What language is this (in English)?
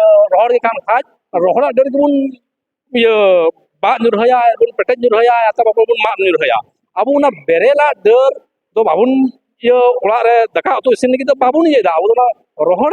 Santali